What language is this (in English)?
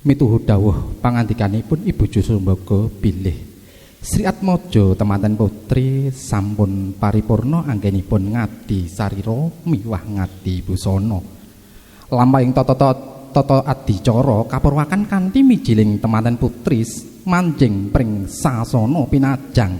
Javanese